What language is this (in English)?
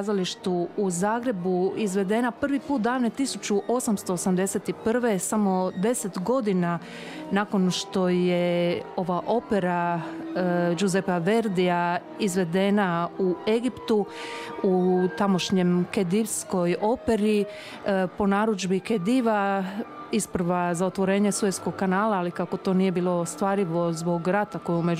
Croatian